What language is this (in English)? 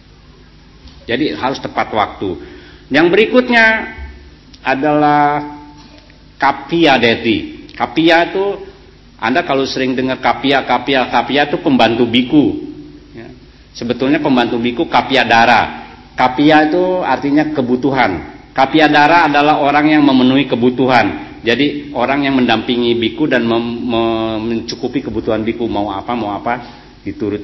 Indonesian